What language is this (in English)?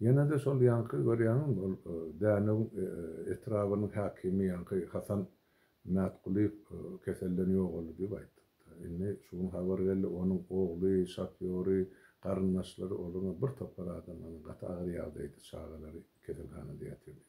Turkmen